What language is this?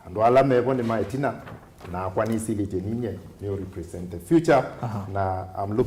Kamba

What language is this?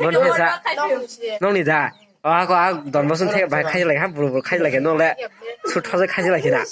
Kok Borok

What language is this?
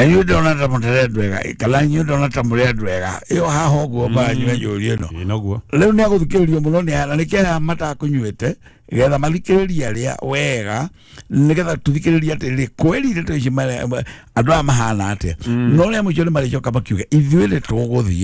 Kikuyu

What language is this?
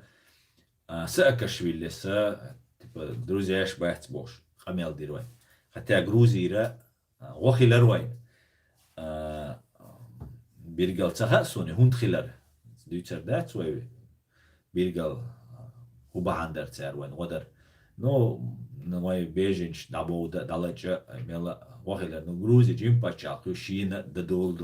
Chechen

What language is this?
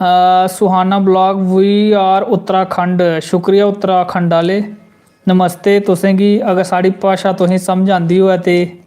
Dogri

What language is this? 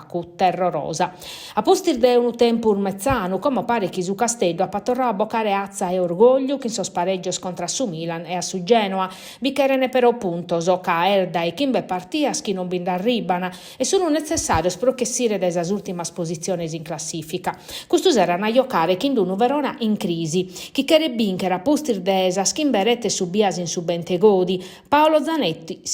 Sardinian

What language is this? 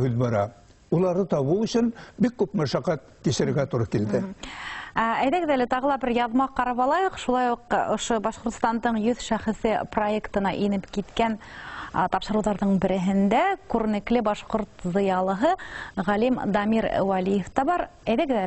Bashkir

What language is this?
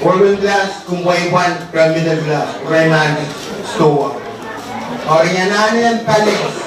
Pohnpeian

